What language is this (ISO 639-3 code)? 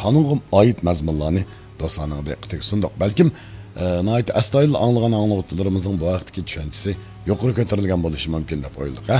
uig